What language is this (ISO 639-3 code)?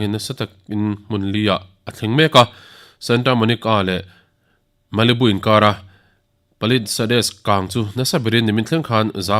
lus